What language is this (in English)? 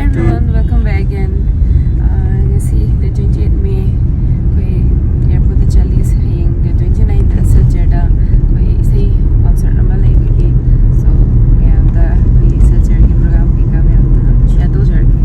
Manipuri